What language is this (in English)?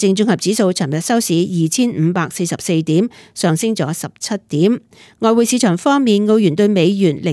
Cantonese